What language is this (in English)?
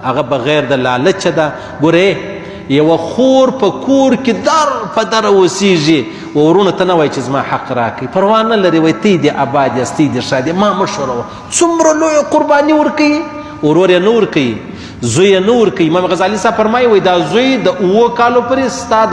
Pashto